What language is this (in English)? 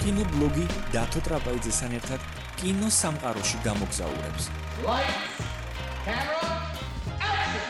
Georgian